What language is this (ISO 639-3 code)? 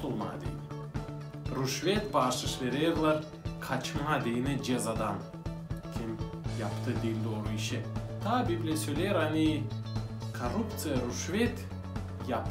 gag